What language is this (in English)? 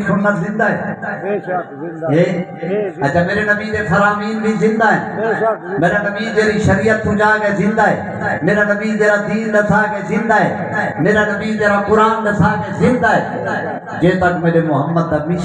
Saraiki